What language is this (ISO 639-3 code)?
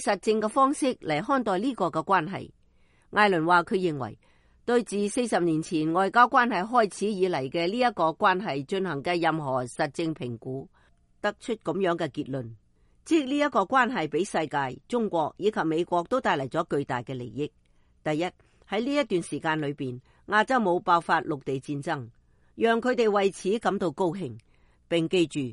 yue